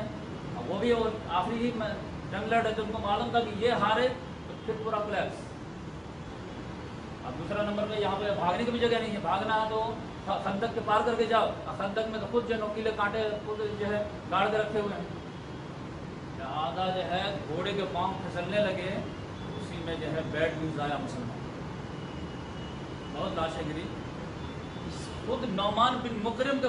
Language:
Urdu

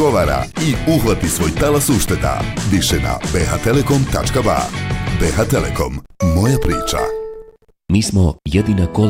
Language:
Bosnian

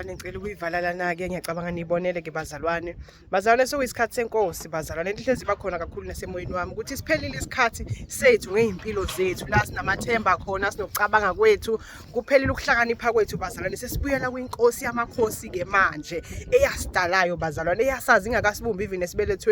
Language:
Zulu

